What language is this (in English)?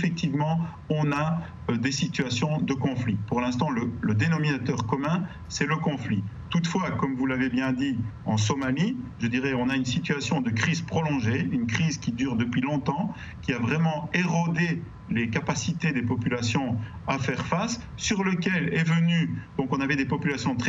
French